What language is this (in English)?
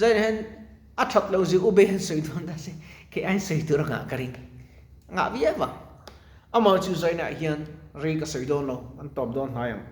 Mizo